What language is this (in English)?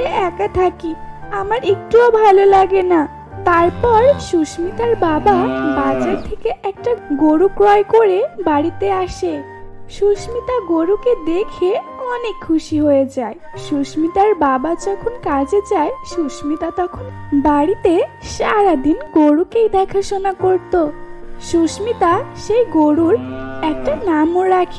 Bangla